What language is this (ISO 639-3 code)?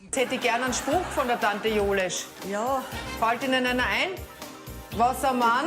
bar